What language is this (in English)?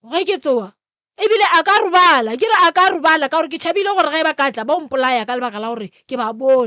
Northern Sotho